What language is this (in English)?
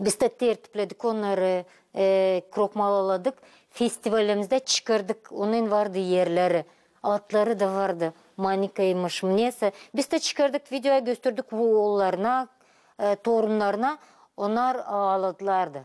Gagauz